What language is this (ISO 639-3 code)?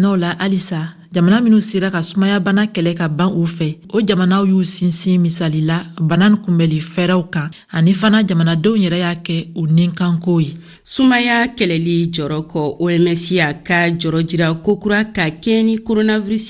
bam